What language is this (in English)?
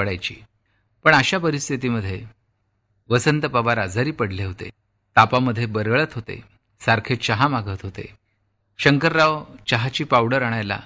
Marathi